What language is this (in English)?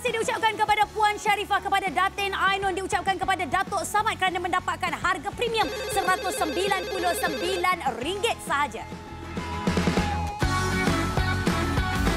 Malay